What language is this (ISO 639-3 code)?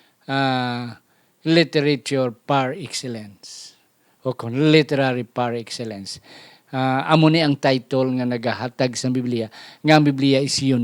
hil